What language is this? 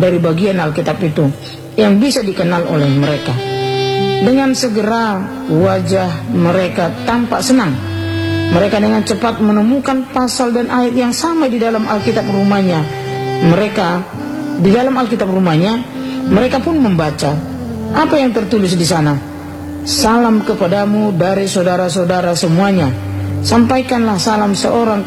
Indonesian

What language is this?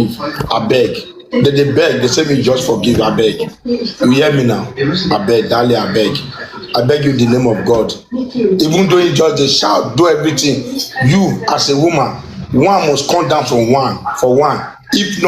Nigerian Pidgin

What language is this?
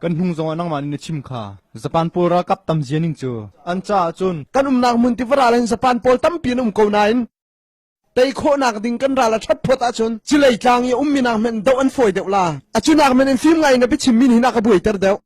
Hakha Chin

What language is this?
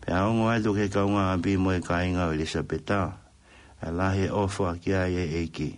Tongan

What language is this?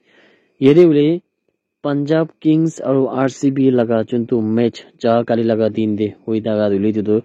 Naga Pidgin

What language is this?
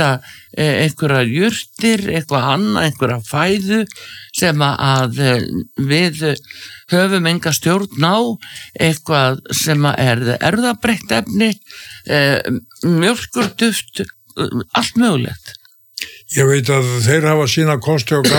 Icelandic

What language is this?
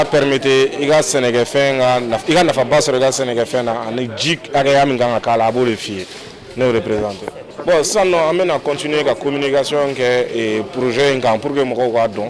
Bambara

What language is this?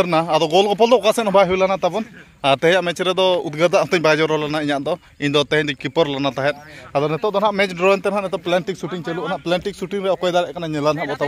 Santali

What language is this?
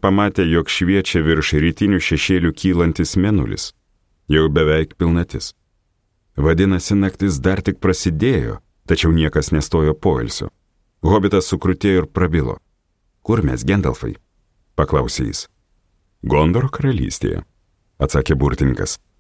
Lithuanian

